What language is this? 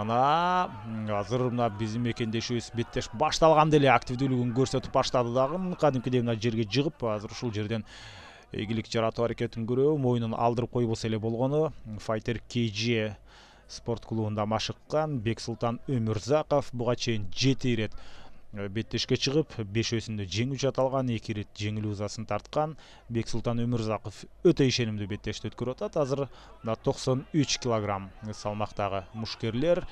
Kyrgyz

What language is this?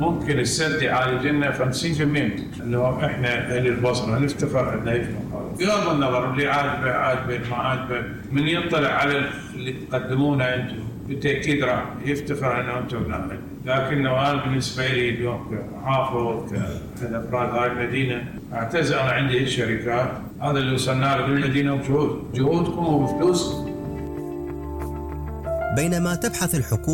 Mesopotamian Arabic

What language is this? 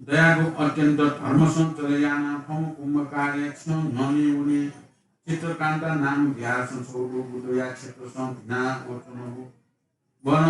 Newari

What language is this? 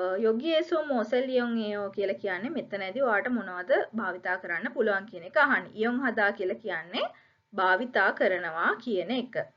Sinhala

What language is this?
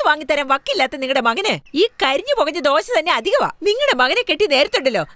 Malayalam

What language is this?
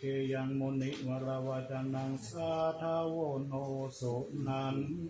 Pali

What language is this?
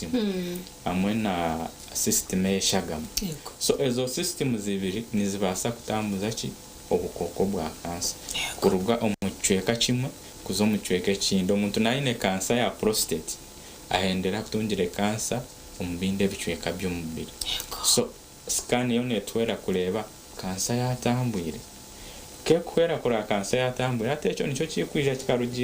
Nyankole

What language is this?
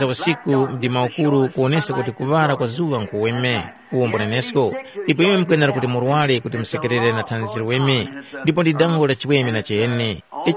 Tumbuka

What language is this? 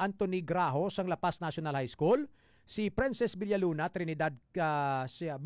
Hiligaynon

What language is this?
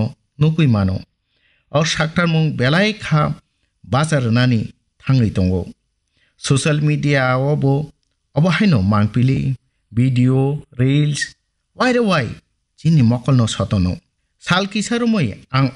Kok Borok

